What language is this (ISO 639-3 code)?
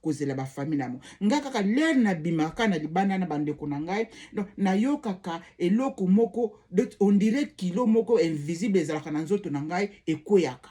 lin